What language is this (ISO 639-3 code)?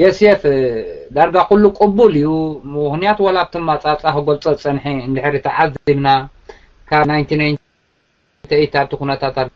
tir